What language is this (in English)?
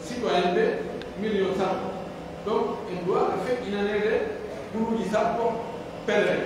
Pular